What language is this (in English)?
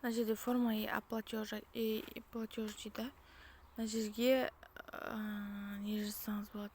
Kazakh